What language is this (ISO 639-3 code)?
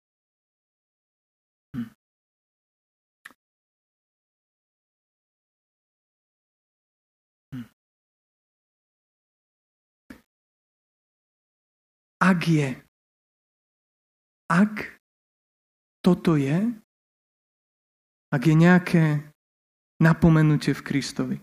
slk